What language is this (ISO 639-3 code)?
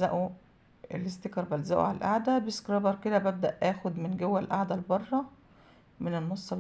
arz